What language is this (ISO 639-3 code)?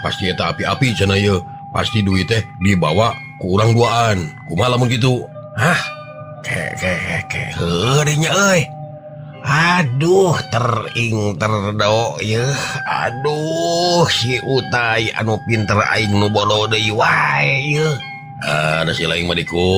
sun